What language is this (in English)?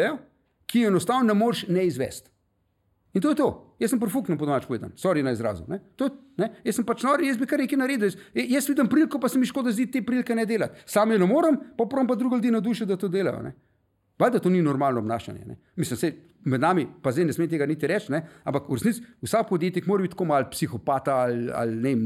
Slovenian